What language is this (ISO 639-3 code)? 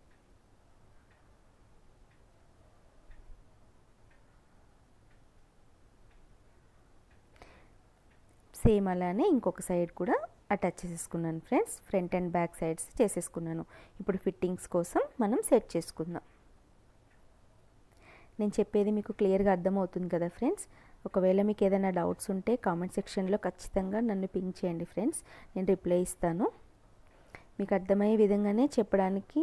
tel